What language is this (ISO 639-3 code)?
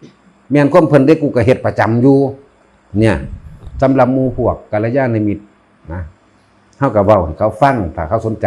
tts